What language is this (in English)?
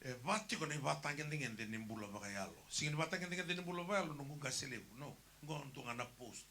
Fijian